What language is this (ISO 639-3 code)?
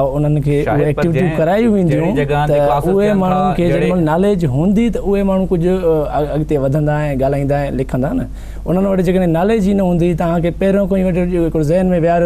snd